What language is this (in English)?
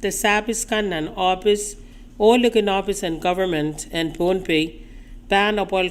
Pohnpeian